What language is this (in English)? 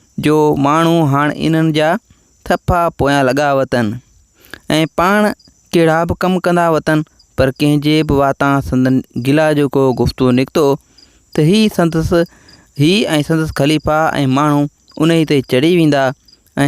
Sindhi